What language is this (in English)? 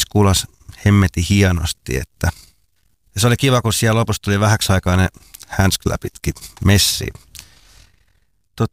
Finnish